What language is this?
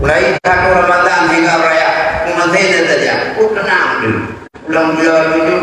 Achinese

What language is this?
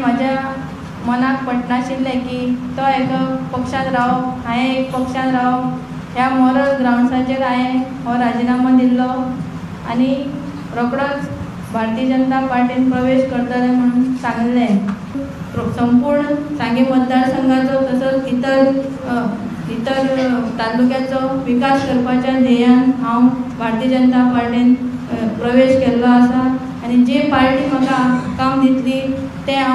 Konkani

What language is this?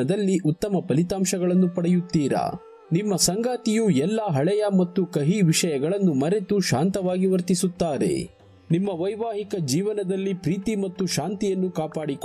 Kannada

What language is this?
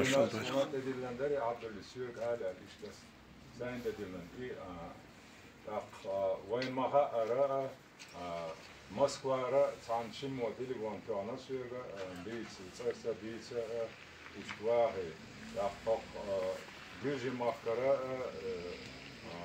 Chechen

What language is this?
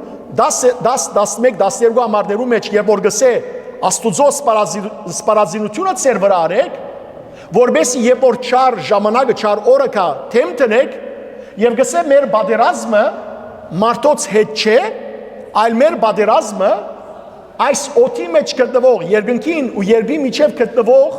Western Armenian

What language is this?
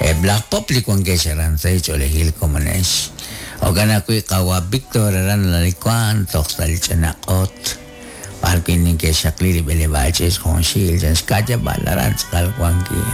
Kekchí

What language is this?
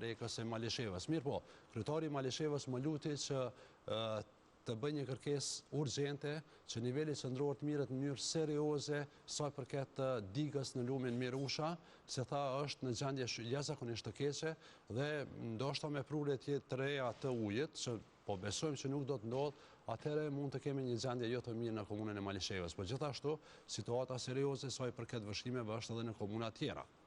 Albanian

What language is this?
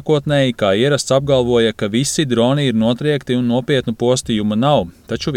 Latvian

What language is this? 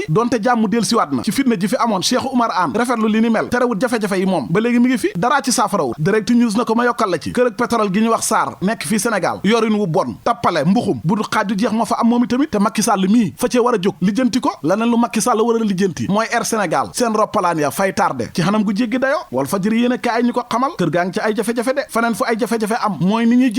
Wolof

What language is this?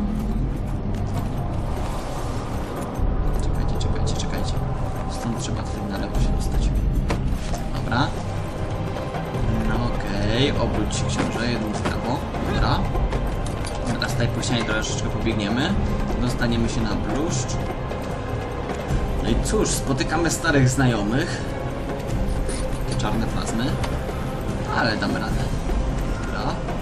Polish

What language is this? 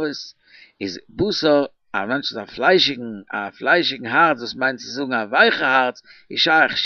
Yiddish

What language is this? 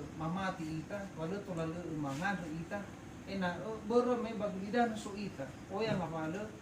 Nias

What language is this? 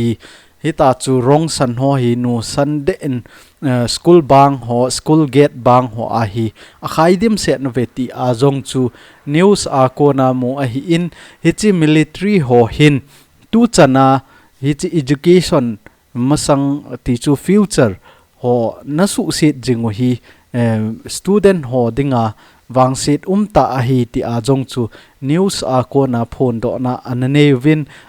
Thado Chin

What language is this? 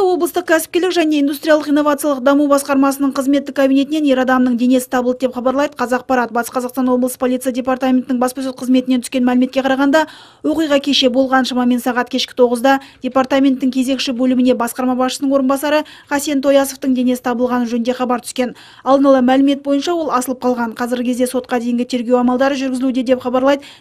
Kazakh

